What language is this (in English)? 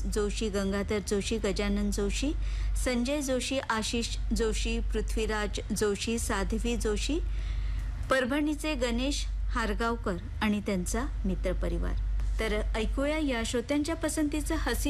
Marathi